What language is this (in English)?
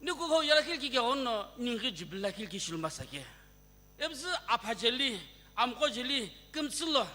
Sumi Naga